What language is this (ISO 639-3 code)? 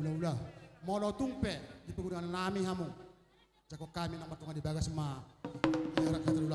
bbc